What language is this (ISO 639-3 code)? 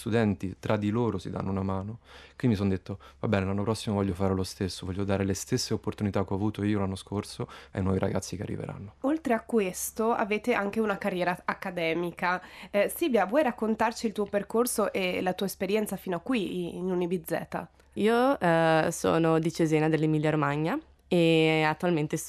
ita